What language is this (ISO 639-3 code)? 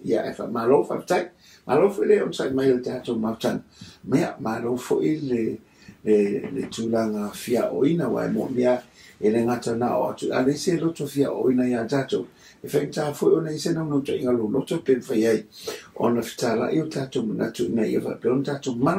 smo